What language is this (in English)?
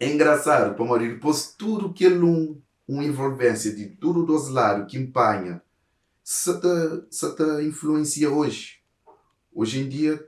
Kabuverdianu